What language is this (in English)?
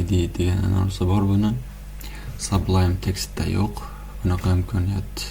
Uzbek